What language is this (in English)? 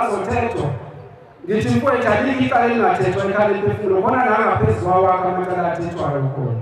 Zulu